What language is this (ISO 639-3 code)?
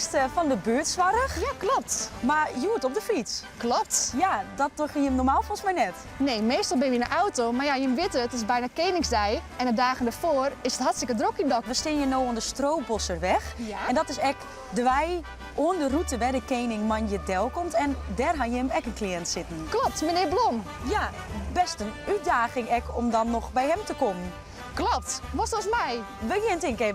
fry